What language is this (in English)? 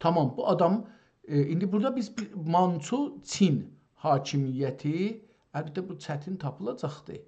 South Azerbaijani